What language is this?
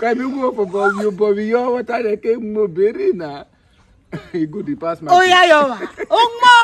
Urhobo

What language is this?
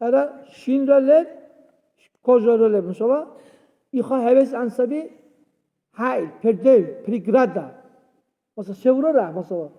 Dargwa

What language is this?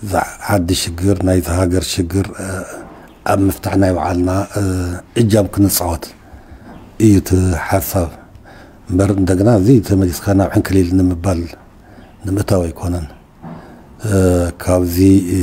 Tigrinya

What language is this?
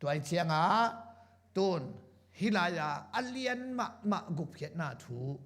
Tedim Chin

